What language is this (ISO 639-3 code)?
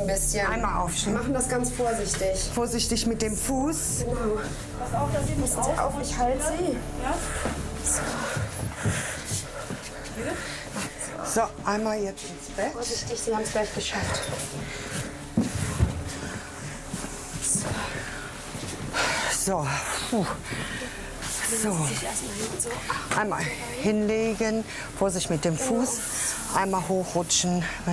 deu